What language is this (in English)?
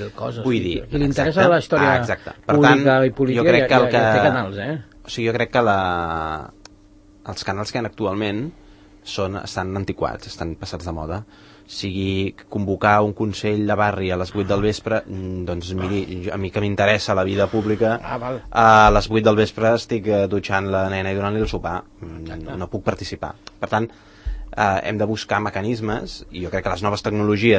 Catalan